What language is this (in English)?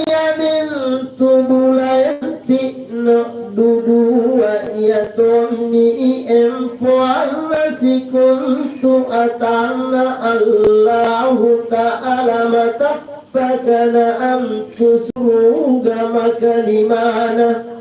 Makasar